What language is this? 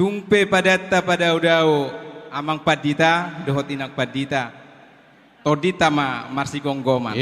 Batak Toba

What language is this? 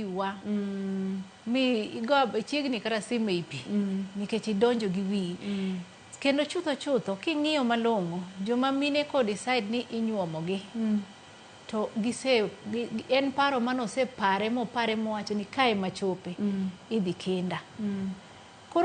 Luo (Kenya and Tanzania)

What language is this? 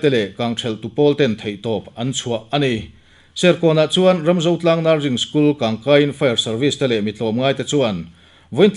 Mizo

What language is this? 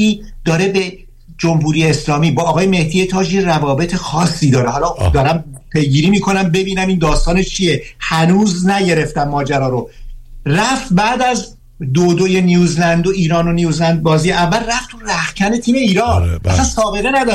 Persian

